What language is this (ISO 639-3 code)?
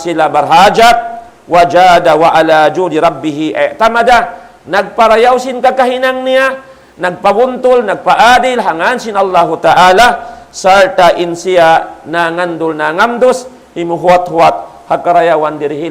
tsg